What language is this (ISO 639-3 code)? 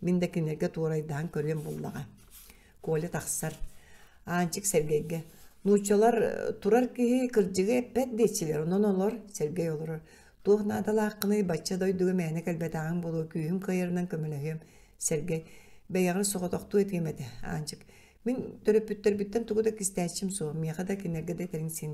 sah